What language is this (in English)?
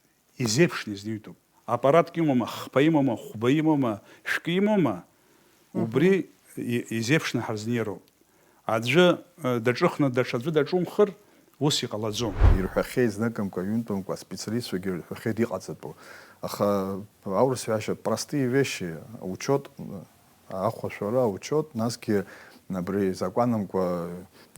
Abkhazian